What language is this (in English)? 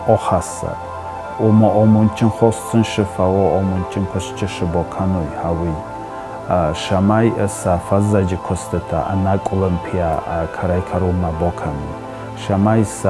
Ossetic